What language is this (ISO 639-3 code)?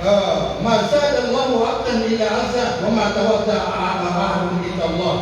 mrw